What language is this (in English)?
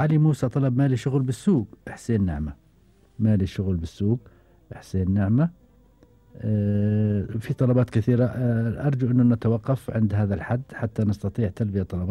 Gulf Arabic